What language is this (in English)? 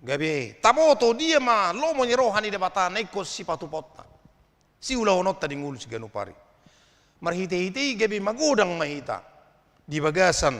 Batak Toba